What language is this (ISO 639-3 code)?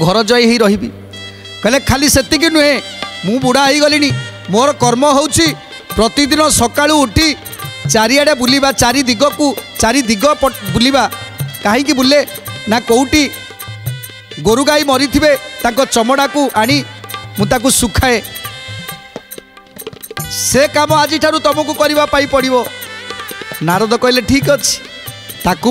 ori